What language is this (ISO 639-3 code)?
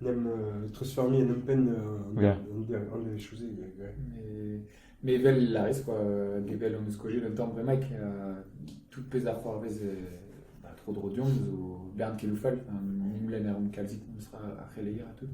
bre